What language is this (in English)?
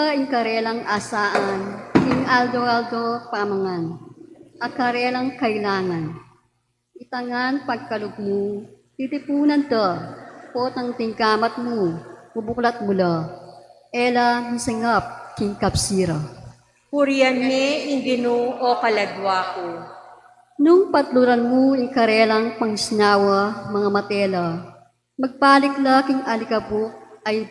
Pampanga